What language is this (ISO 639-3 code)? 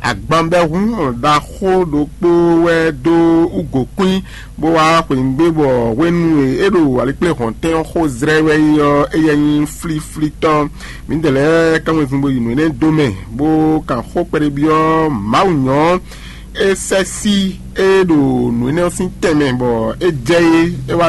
fon